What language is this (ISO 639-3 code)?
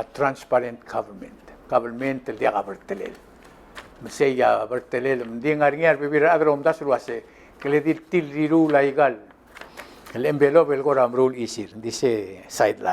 pau